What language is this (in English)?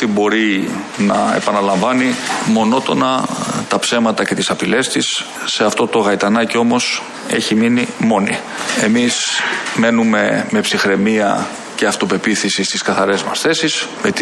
Greek